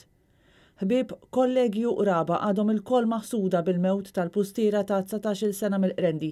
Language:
Maltese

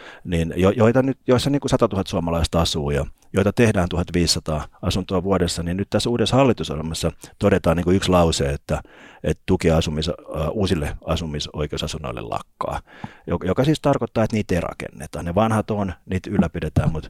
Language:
Finnish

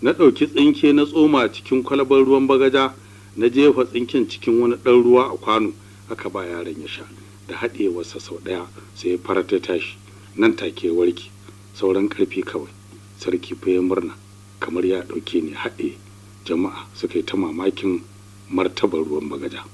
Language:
Hausa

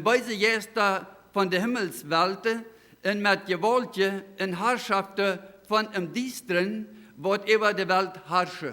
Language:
Plautdietsch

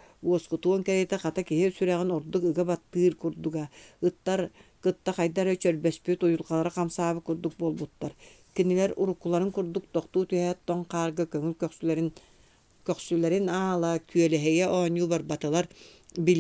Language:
Yakut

